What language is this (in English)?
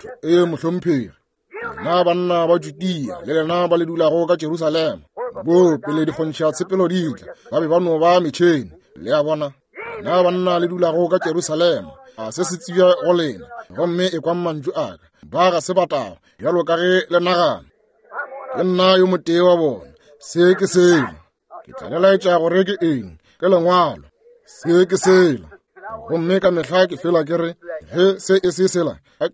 Northern Sotho